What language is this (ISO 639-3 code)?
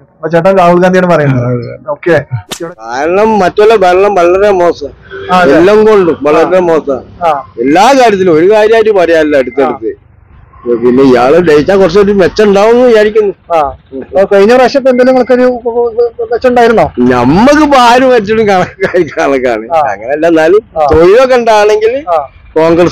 mal